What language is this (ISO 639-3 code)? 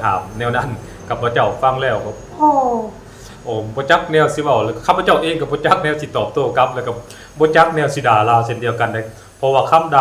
lao